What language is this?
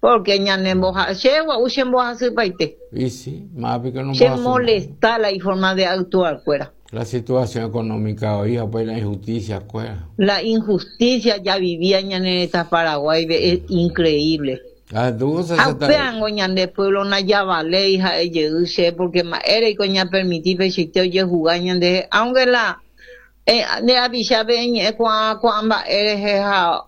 Guarani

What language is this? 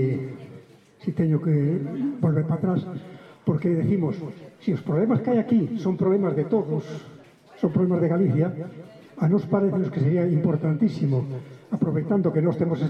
Galician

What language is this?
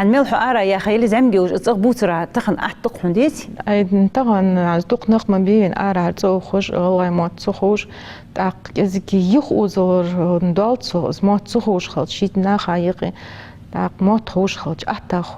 Ingush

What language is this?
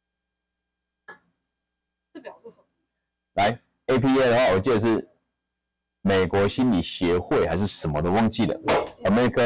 Chinese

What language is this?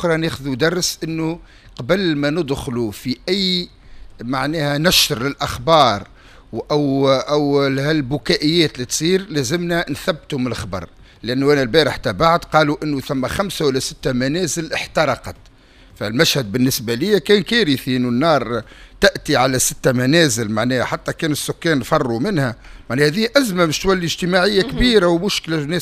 Tunisian Arabic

